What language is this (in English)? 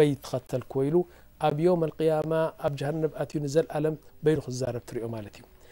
Tigrinya